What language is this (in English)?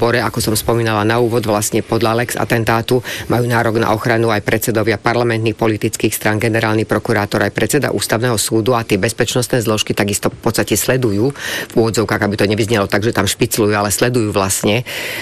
Slovak